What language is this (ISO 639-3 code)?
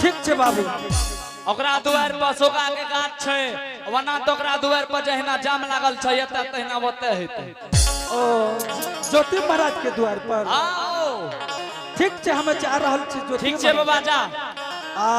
anp